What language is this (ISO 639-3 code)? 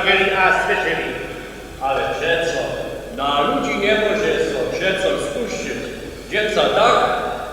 hsb